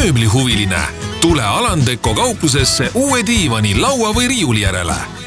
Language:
Estonian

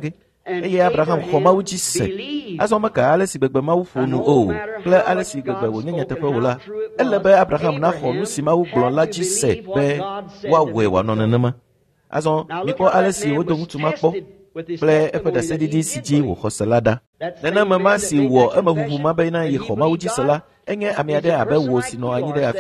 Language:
Ewe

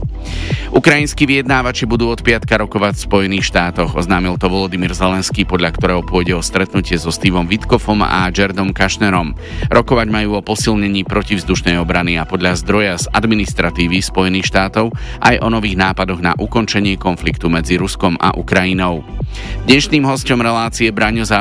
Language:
Slovak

